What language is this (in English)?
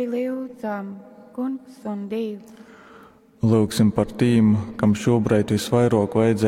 Latgalian